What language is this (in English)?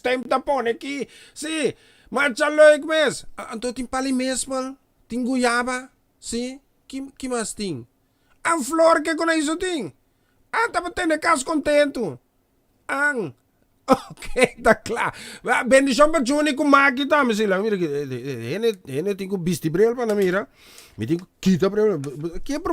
Papiamento